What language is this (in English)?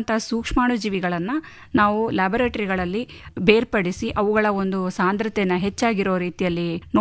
Kannada